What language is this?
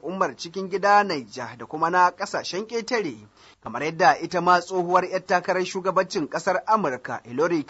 Hausa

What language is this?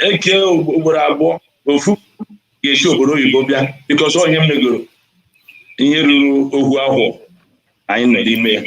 Igbo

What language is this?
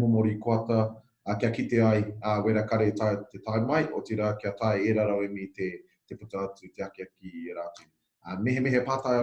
Māori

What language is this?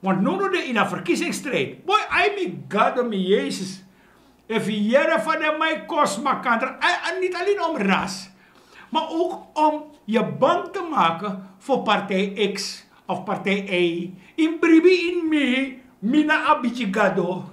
Sranan Tongo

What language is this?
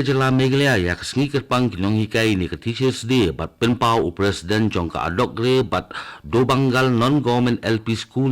Khasi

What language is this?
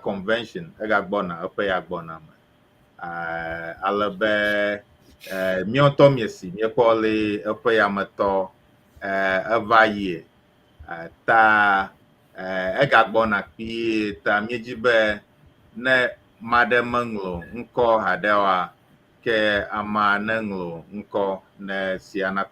Ewe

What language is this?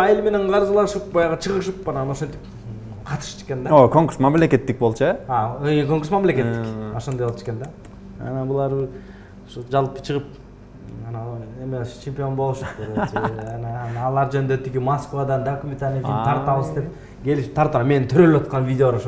Kyrgyz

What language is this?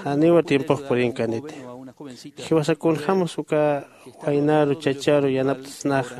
Aymara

